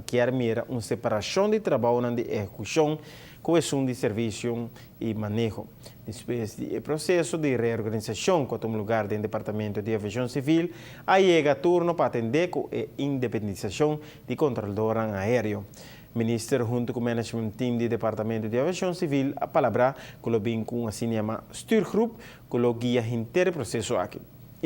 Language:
Papiamento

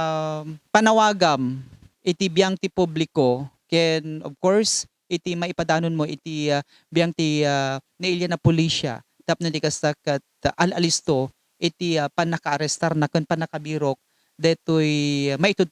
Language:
Iloko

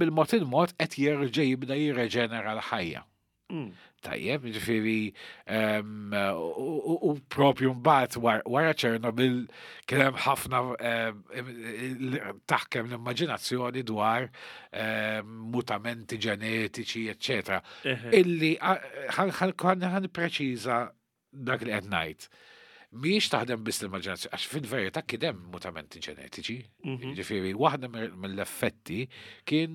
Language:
Maltese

